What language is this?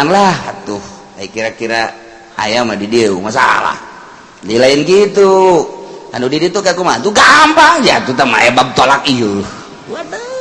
Sundanese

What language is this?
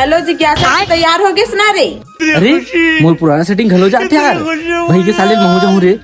Chhattisgarhi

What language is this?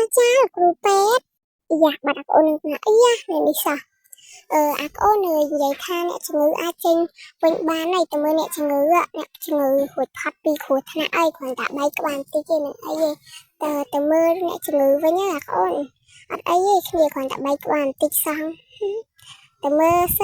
Khmer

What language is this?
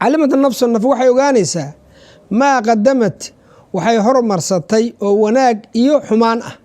Somali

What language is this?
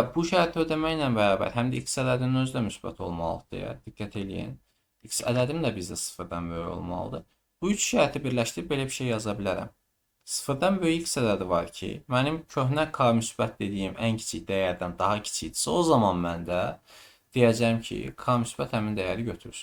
Azerbaijani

